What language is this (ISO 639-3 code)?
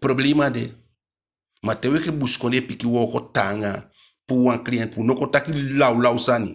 djk